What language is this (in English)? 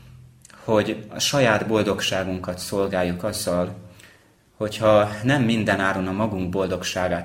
Hungarian